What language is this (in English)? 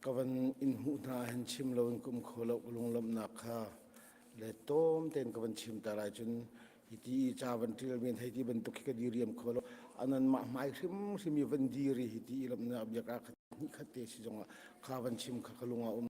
Hakha Chin